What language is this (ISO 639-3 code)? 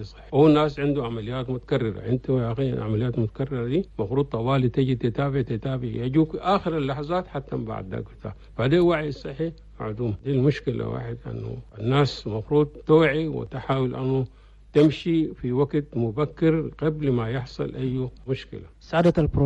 shu